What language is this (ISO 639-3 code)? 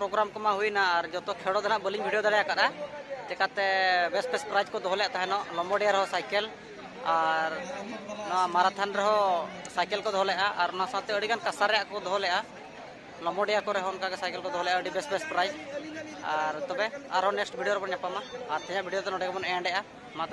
sat